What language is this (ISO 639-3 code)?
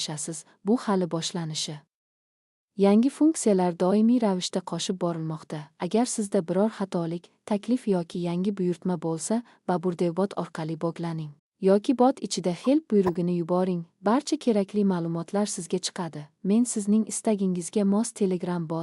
uzb